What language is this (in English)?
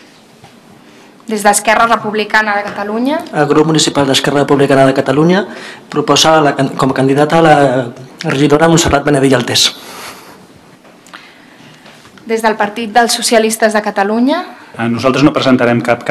Catalan